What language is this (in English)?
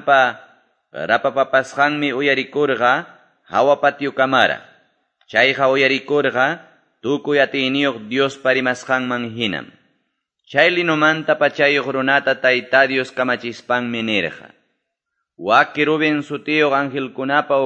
Quechua